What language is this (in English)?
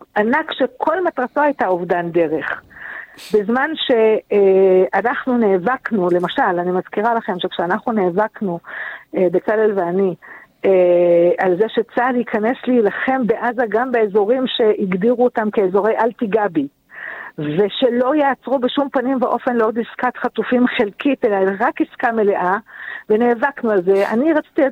Hebrew